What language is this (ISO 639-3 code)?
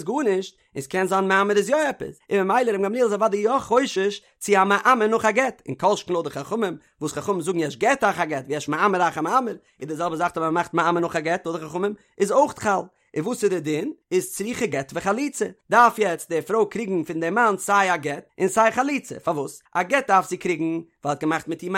yid